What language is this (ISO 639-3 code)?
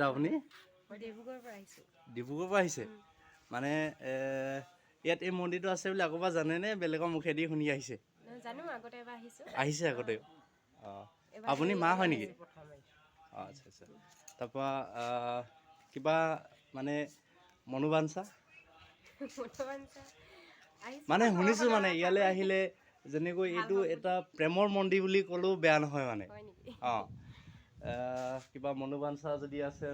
asm